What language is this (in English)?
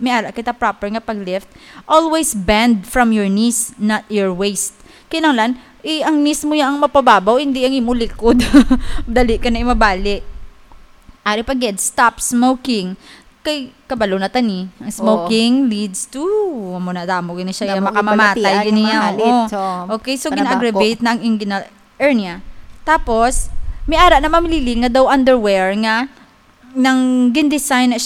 Hiligaynon